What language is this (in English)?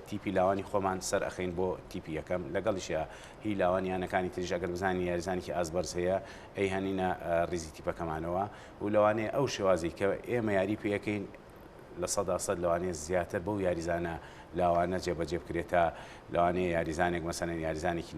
Central Kurdish